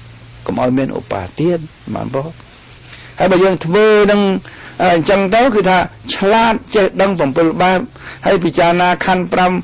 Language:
Khmer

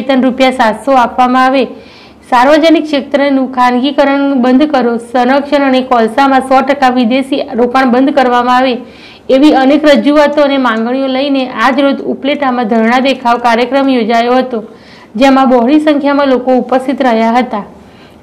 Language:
Gujarati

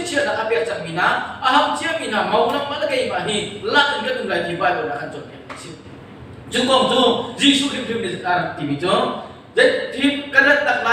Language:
Hakha Chin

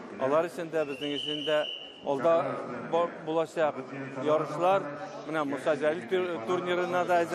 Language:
Tatar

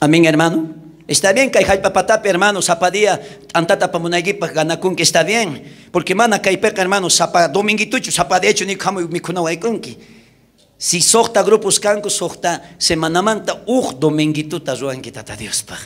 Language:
South Bolivian Quechua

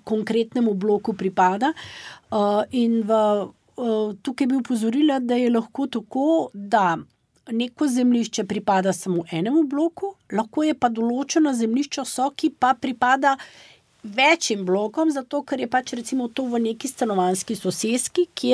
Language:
Slovenian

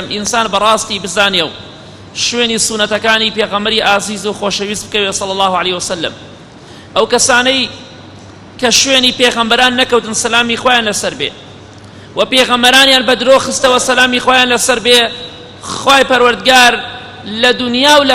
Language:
Central Kurdish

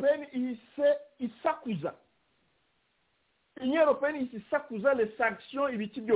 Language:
Kinyarwanda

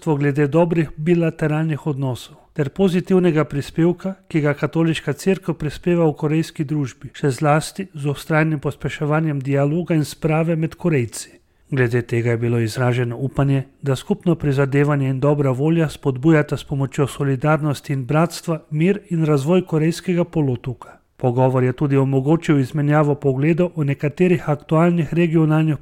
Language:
Slovenian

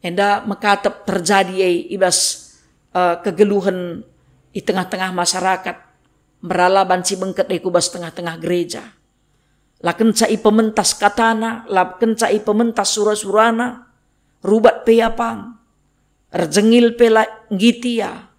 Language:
Batak Karo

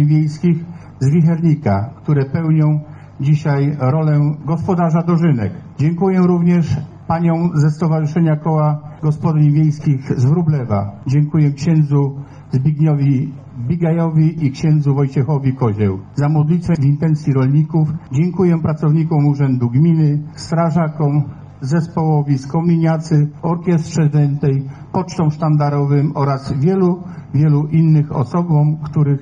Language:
Polish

